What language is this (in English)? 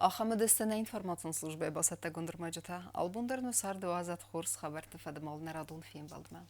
Ossetic